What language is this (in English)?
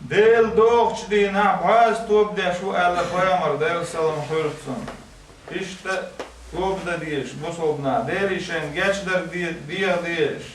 Chechen